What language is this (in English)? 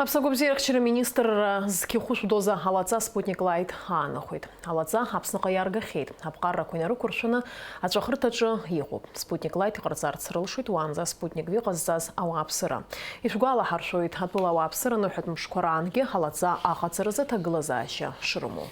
Abkhazian